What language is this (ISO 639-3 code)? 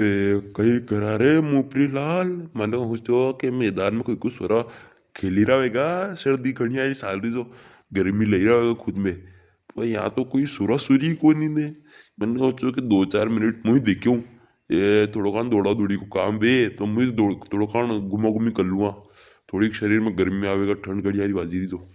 raj